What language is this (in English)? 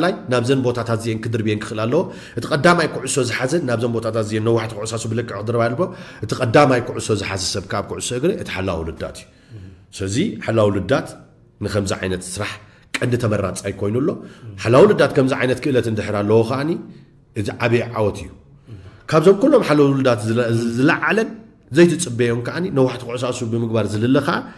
Tigrinya